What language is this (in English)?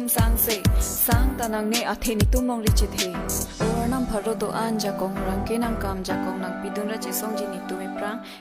Karbi